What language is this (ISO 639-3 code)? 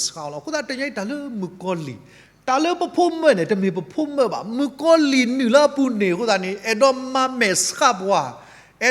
ksw